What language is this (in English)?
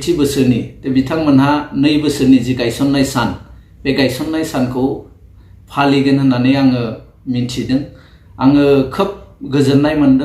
Bodo